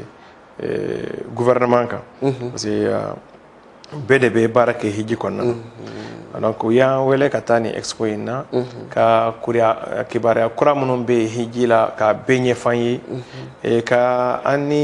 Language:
Bambara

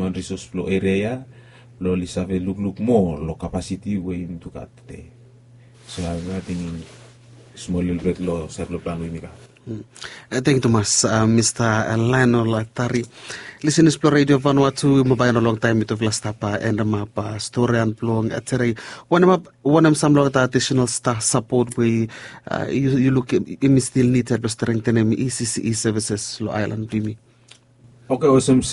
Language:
Bislama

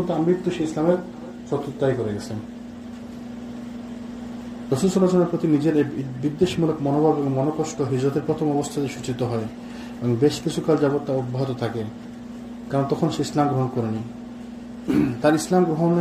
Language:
Bangla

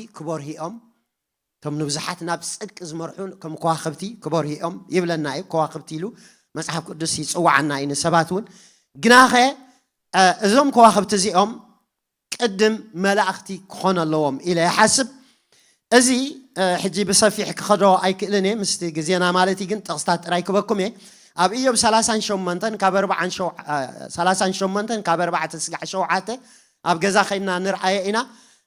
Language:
Tigrinya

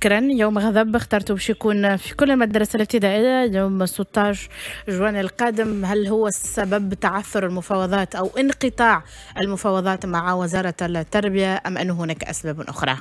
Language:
Tunisian Arabic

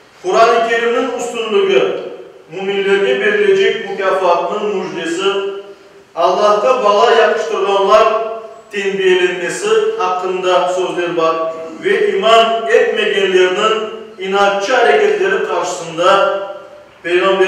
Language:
Crimean Tatar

